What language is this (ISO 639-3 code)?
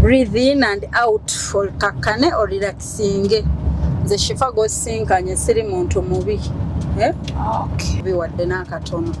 lug